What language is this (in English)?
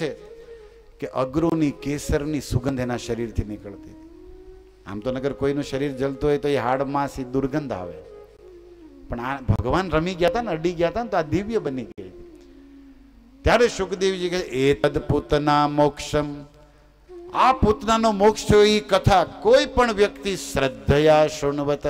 Gujarati